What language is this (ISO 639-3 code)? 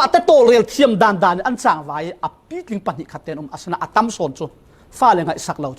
cfm